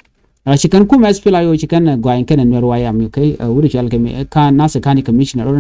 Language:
Nuer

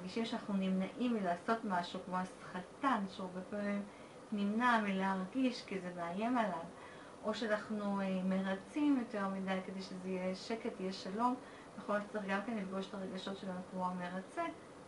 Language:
Hebrew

